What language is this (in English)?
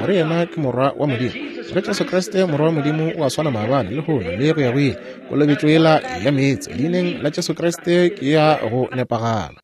Northern Sotho